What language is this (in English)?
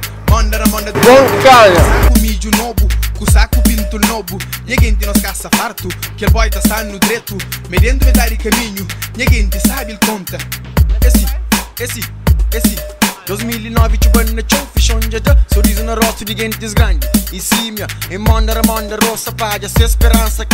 Kabuverdianu